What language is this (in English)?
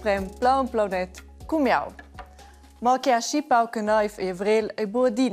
Romansh